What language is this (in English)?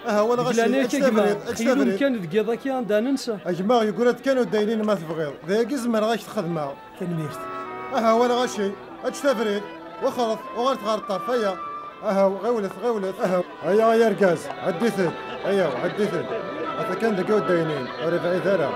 Kabyle